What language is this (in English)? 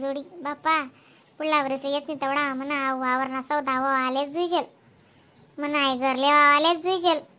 Khandesi